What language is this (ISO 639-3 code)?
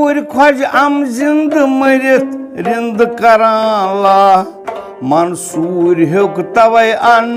kas